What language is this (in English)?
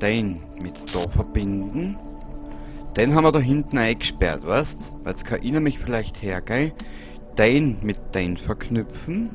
Bavarian